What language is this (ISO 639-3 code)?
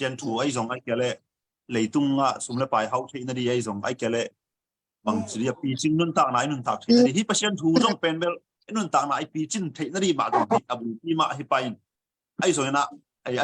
ctd